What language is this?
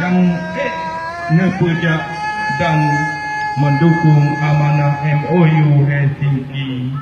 Achinese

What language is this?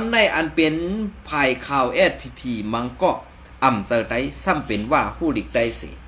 Shan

